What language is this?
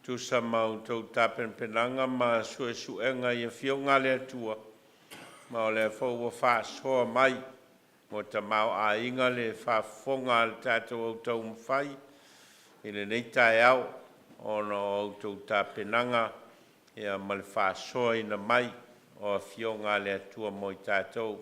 Samoan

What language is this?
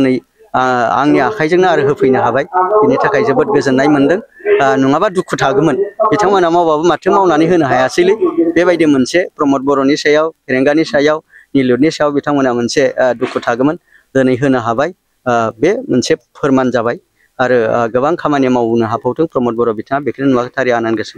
Bodo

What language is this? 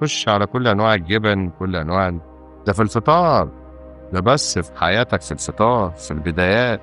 Egyptian Arabic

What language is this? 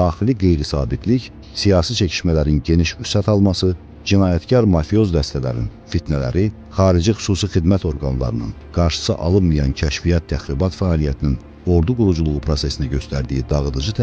Azerbaijani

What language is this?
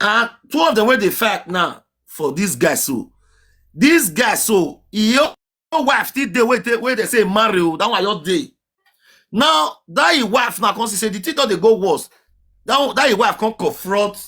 Nigerian Pidgin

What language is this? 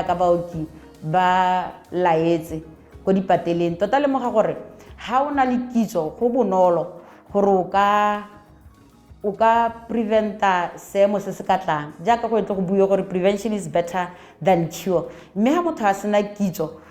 Tswana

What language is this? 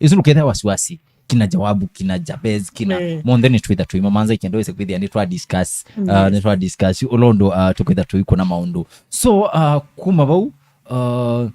Kamba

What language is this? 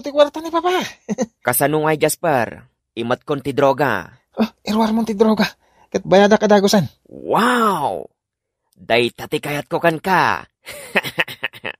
Iloko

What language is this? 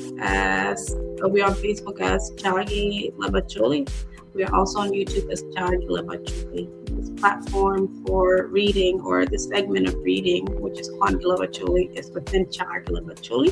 Acoli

